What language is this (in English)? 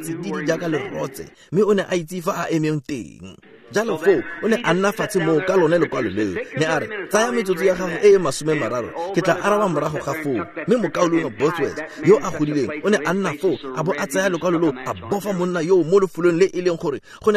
Tswana